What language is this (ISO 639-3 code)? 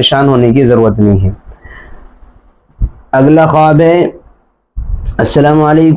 urd